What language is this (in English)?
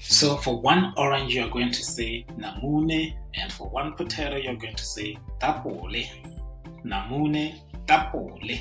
Tswana